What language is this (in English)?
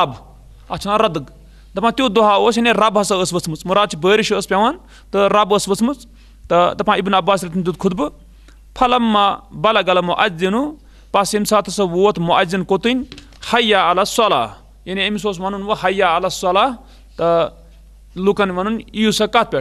Kashmiri